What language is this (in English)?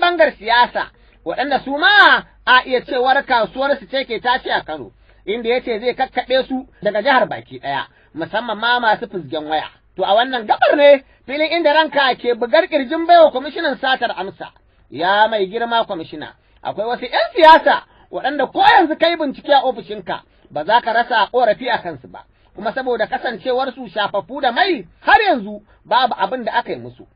Hausa